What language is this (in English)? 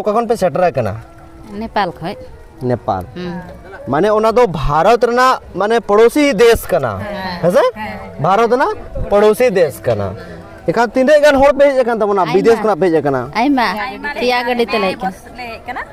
Santali